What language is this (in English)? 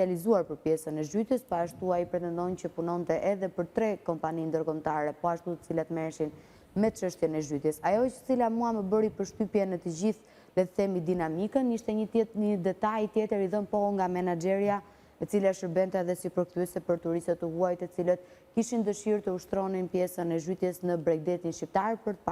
Albanian